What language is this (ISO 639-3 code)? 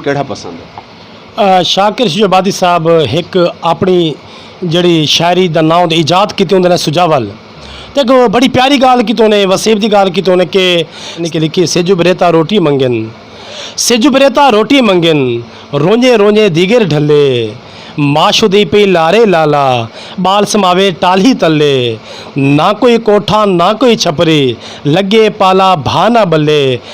skr